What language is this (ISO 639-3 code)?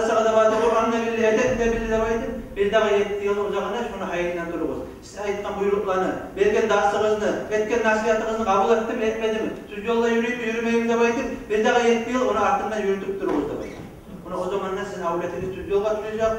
kum